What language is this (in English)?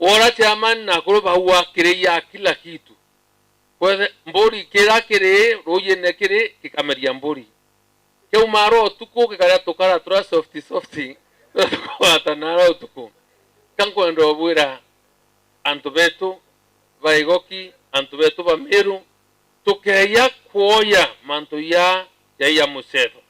Meru